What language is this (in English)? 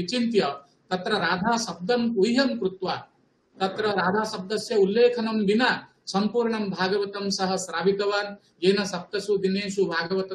Sanskrit